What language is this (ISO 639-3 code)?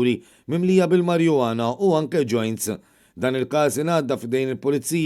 mlt